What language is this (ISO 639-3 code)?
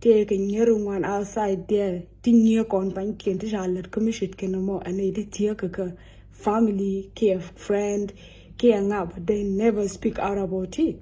nus